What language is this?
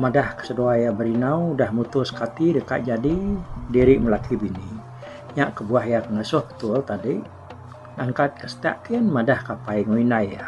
Iban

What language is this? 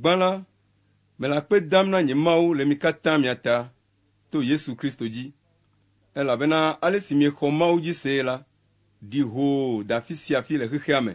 Ewe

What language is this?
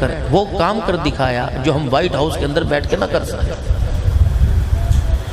Urdu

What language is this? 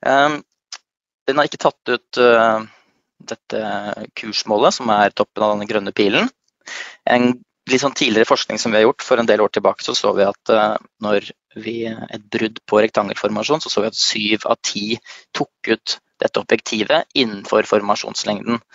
Norwegian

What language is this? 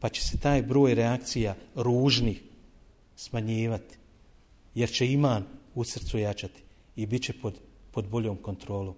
Bosnian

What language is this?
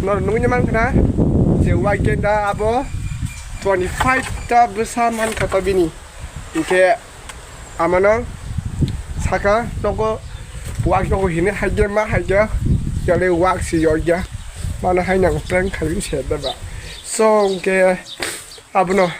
Kok Borok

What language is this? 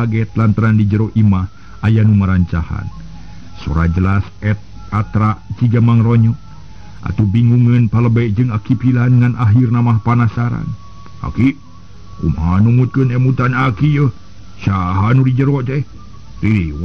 Sundanese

